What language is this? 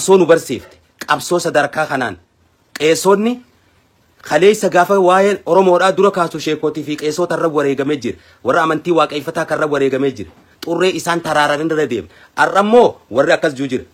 Oromo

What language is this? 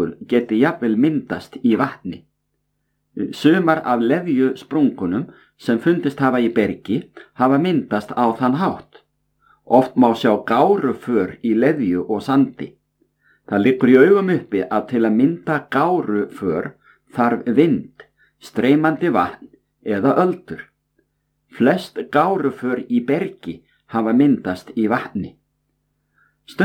Icelandic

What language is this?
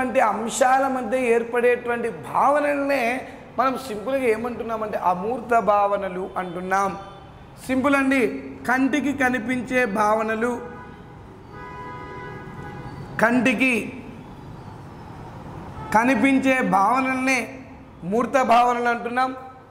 Telugu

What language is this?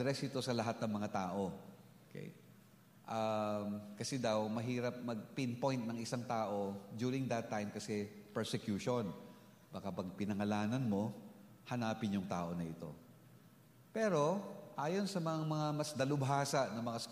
Filipino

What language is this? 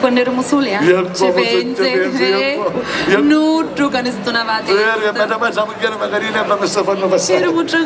Sicilian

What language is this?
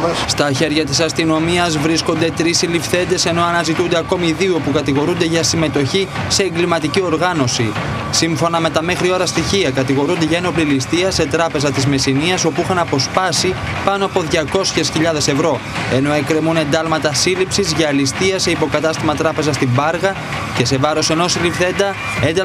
Greek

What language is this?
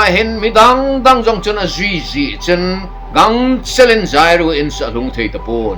Thado Chin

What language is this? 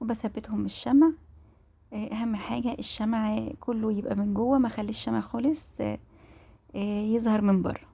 Egyptian Arabic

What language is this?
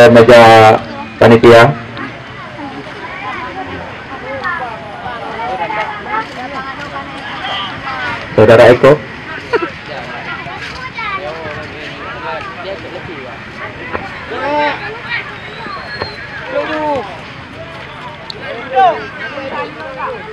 Indonesian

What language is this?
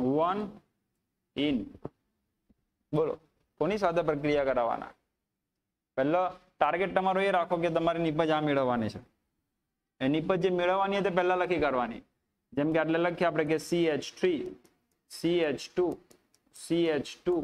Gujarati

